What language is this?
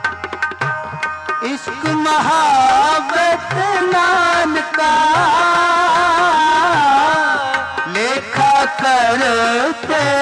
Hindi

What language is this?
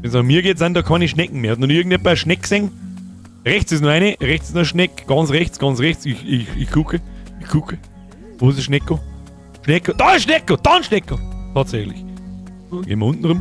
Bavarian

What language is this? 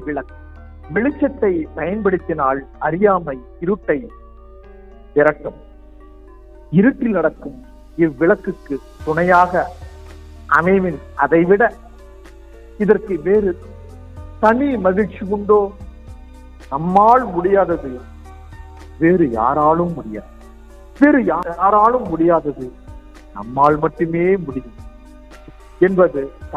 Tamil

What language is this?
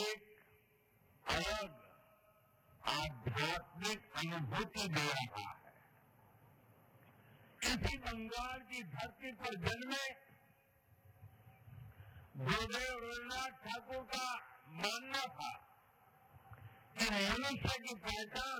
Hindi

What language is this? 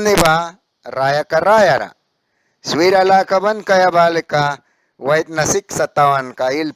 Mískito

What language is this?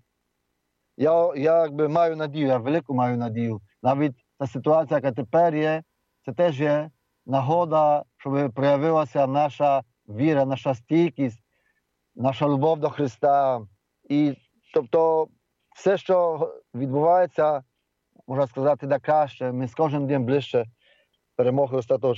Ukrainian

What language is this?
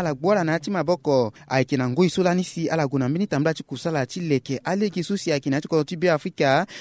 Sango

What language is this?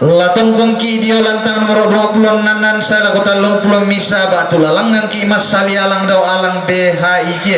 Toraja-Sa'dan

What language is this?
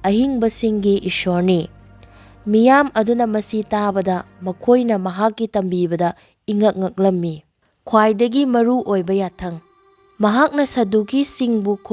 Manipuri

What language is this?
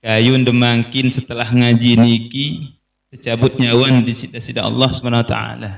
Sasak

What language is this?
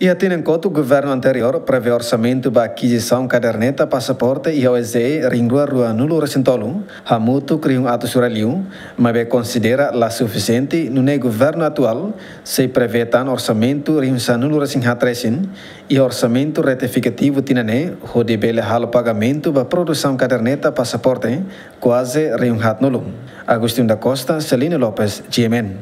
Tetum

